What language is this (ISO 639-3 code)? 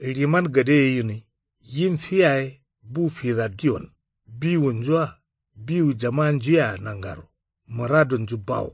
kau